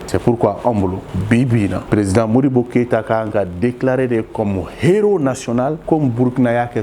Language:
Bambara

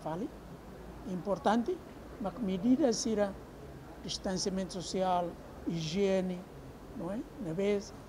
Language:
Tetum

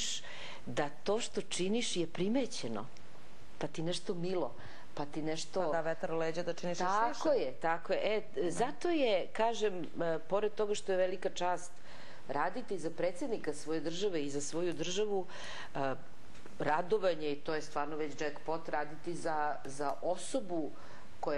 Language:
Serbian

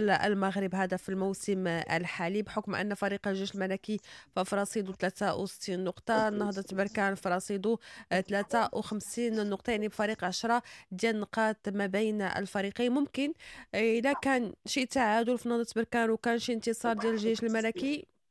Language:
Moroccan Arabic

